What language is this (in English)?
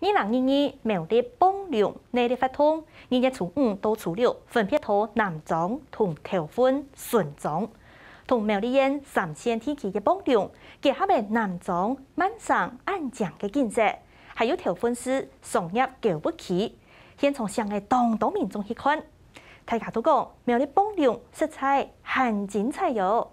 Hakka Chinese